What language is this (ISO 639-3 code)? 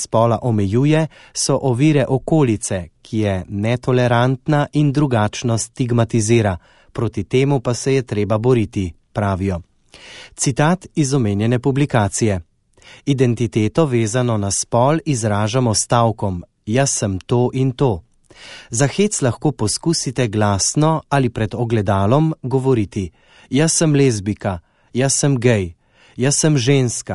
slv